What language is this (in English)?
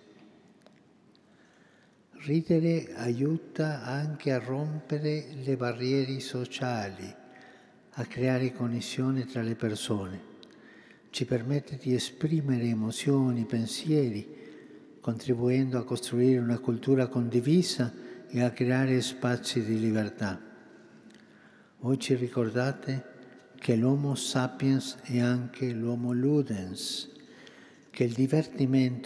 Italian